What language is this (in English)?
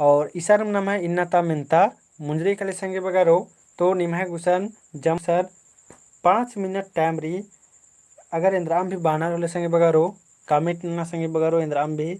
Kurukh